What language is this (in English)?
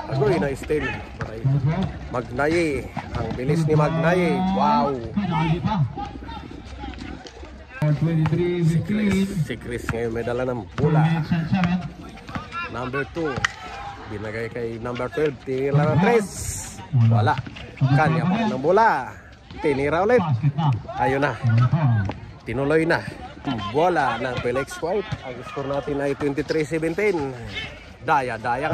Filipino